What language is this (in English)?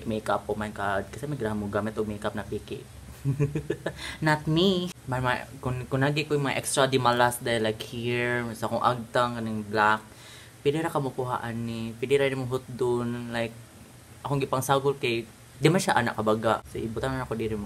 Cebuano